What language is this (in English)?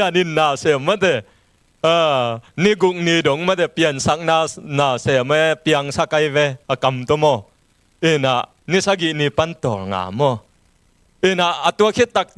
Tedim Chin